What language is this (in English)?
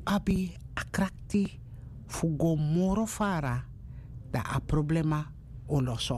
Sranan Tongo